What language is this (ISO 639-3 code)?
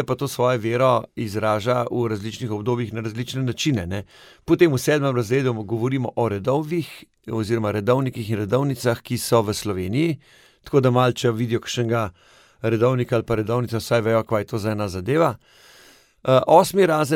slv